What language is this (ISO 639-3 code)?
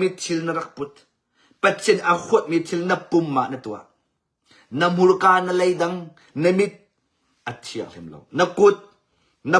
cnh